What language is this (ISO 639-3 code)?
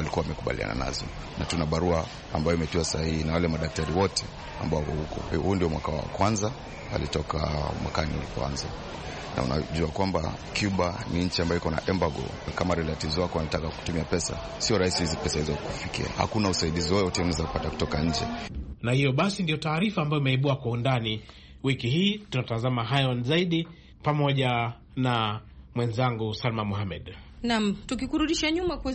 swa